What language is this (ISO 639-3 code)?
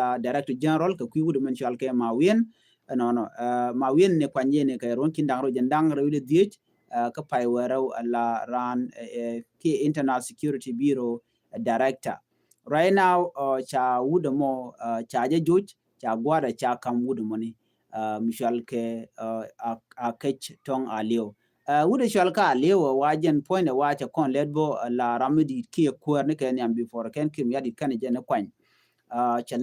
nus